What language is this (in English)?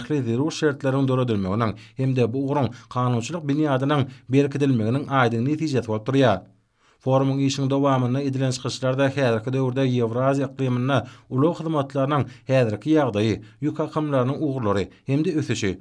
Turkmen